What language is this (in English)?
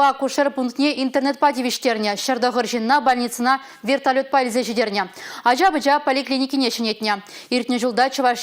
Chuvash